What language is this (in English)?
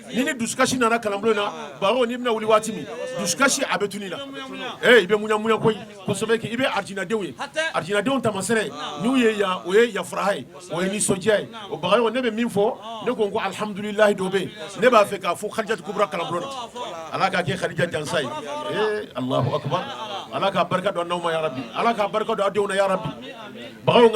Bambara